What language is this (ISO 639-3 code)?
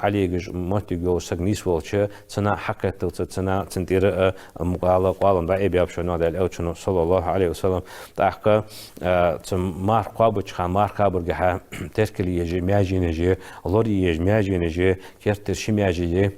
inh